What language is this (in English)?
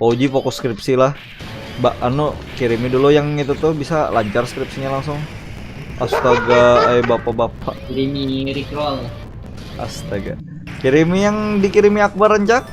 Banjar